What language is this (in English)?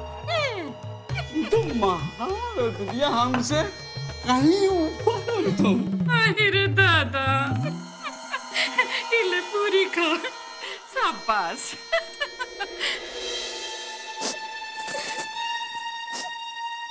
Hindi